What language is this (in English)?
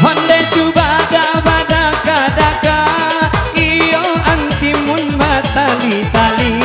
Minangkabau